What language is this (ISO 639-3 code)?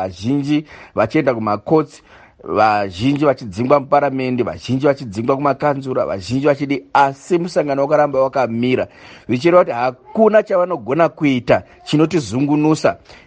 sna